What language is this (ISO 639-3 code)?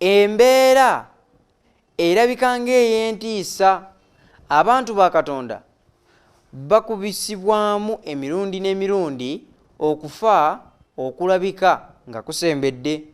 lug